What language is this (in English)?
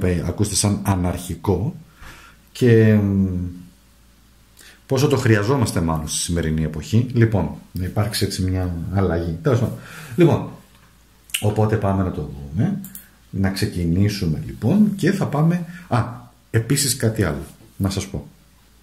Greek